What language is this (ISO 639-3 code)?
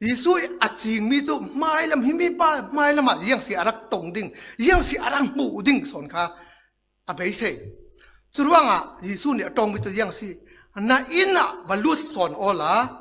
cfm